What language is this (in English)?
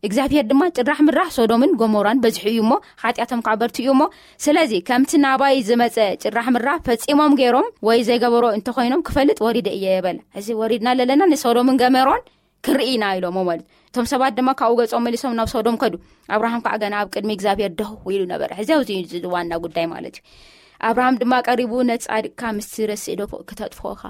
Tigrinya